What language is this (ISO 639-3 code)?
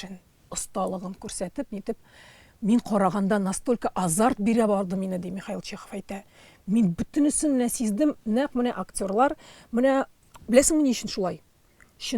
tat